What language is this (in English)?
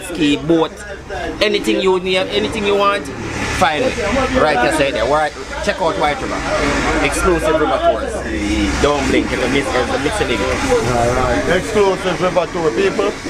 Jamaican Creole English